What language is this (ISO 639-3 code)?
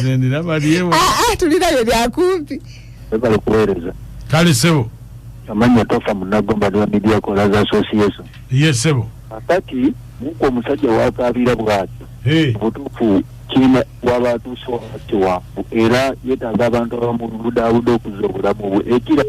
lug